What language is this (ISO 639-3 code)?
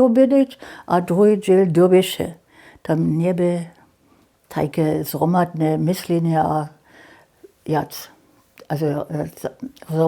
hsb